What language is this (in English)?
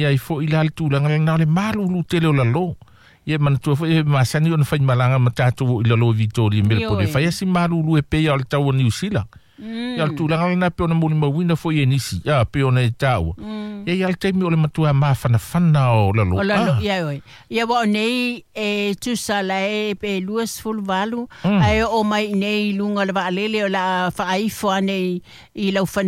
Samoan